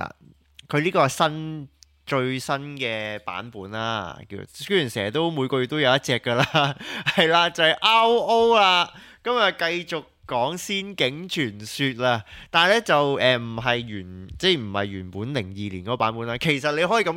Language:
Cantonese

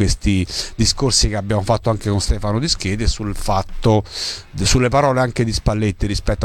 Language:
Italian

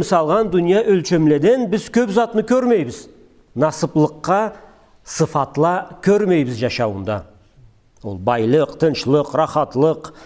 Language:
Karachay-Balkar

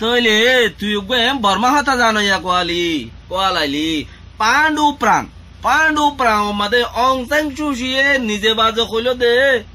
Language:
Rohingya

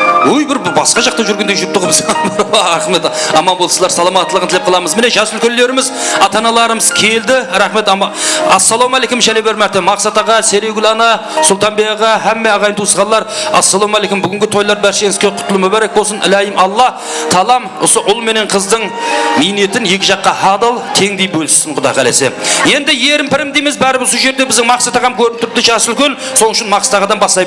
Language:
Kara-Kalpak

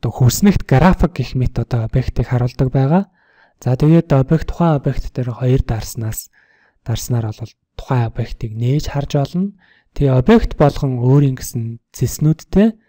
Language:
Mongolian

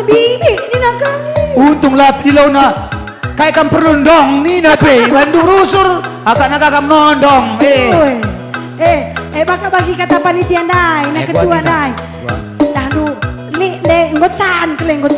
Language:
Batak Karo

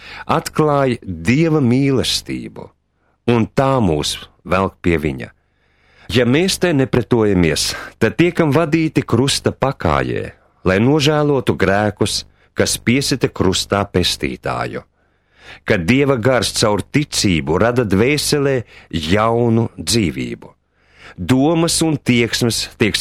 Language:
Latvian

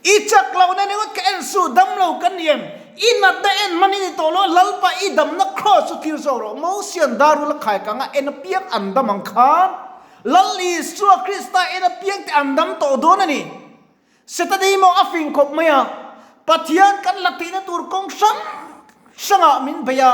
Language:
Mizo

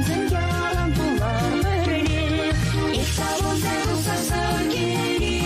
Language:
Chuvash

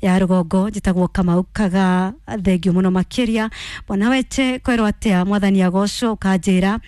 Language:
Kikuyu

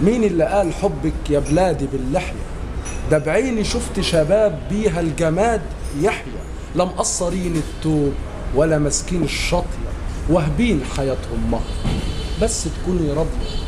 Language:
Egyptian Arabic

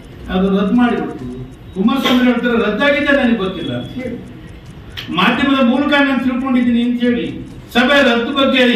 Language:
Kannada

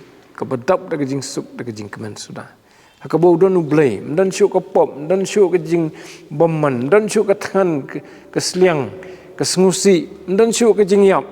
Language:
Khasi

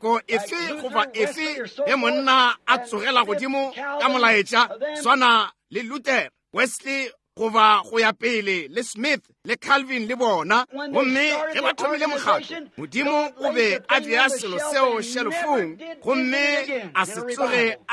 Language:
Northern Sotho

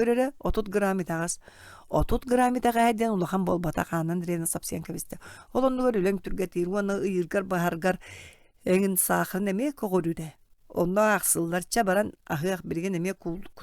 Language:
Yakut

